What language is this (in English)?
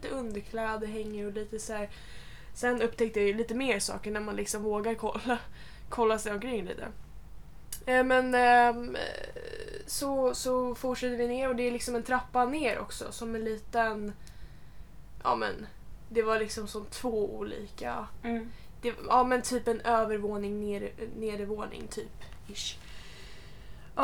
Swedish